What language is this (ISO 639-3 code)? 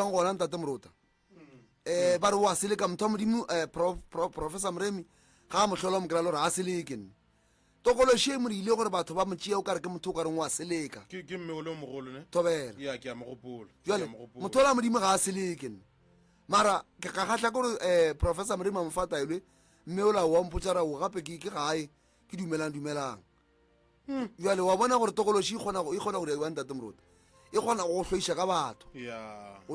nso